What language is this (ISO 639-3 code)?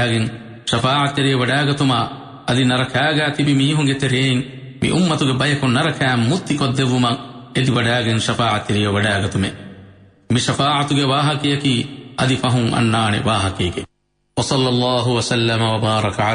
div